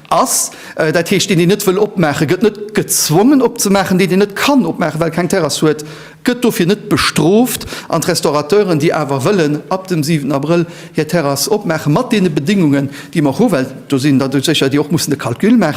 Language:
Luxembourgish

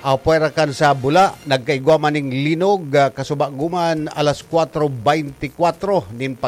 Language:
Bikol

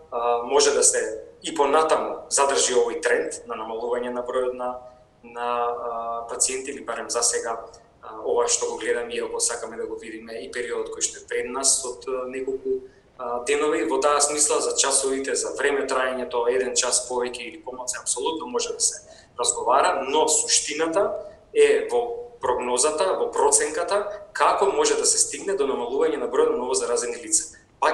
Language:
Macedonian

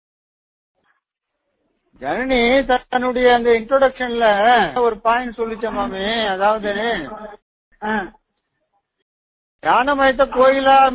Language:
Tamil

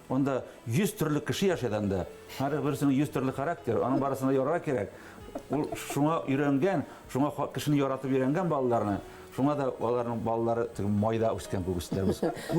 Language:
Bashkir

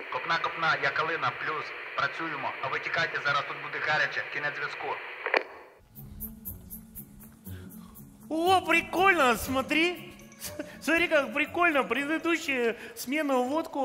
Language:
Russian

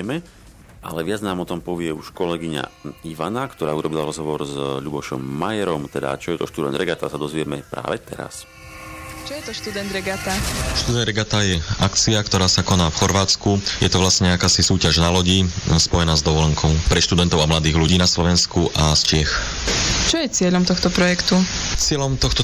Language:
Slovak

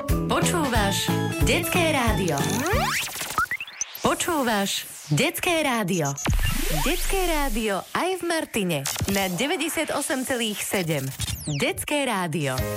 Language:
Slovak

